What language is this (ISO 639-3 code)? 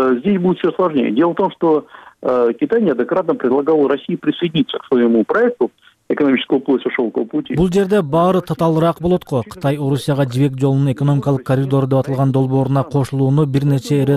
kir